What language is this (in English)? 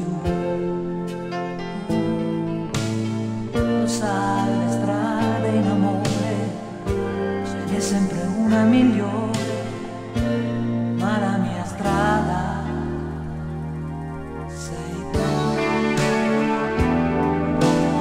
Italian